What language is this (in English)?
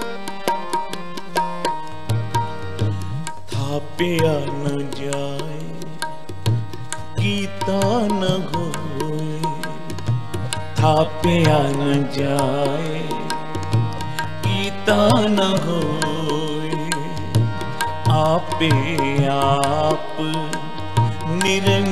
Punjabi